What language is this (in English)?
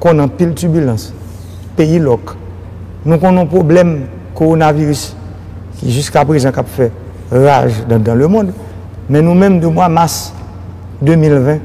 Haitian Creole